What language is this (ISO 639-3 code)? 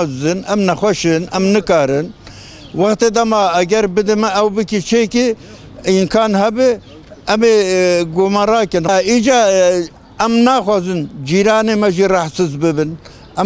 kur